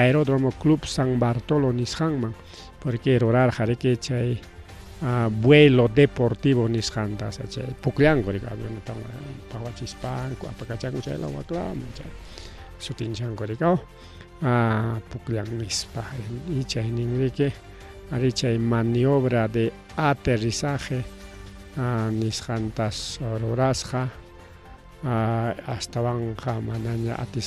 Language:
Ayacucho Quechua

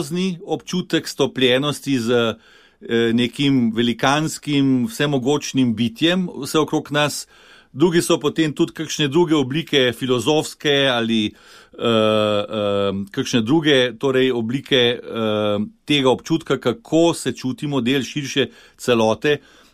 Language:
Slovenian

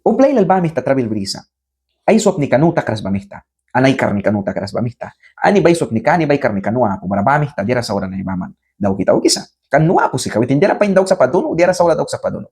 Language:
Mískito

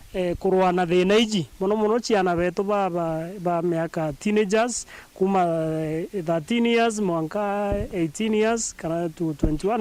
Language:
Meru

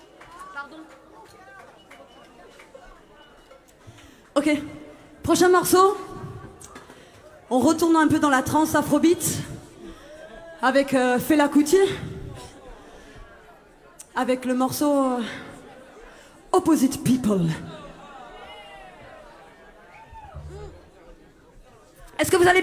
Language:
French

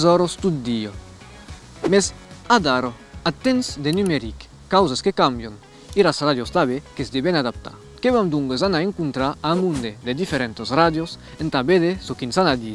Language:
Occitan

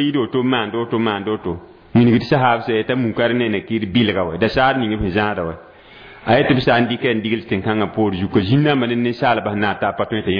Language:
Mossi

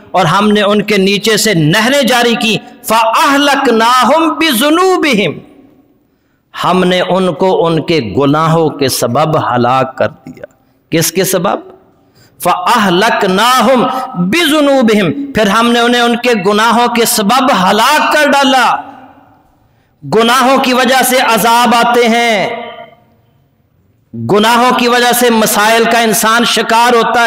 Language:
Urdu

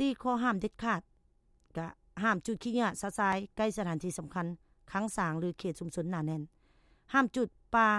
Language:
Lao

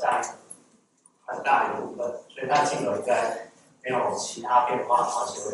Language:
Chinese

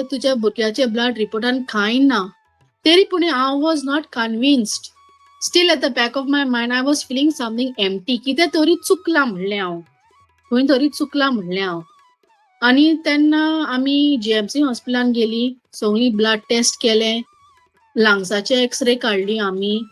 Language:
Konkani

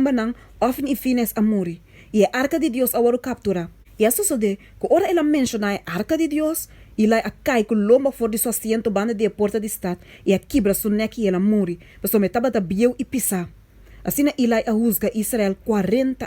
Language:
Papiamento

